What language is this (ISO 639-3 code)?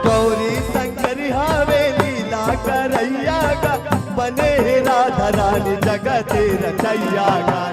hne